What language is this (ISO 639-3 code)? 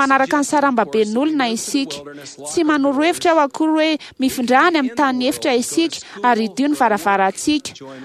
mlg